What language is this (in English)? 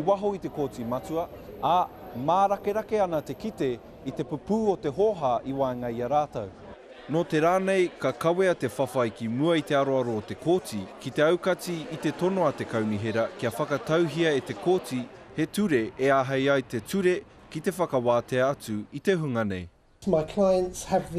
Māori